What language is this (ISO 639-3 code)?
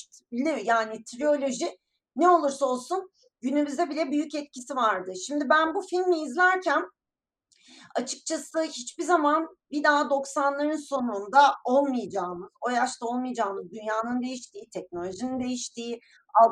tur